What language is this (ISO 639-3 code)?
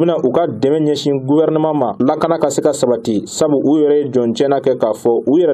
bam